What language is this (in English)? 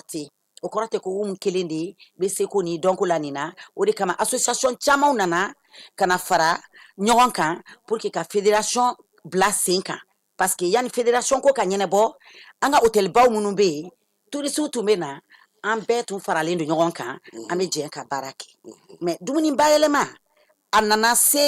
Bambara